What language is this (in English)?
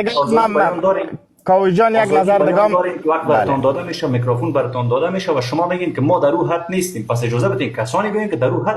Persian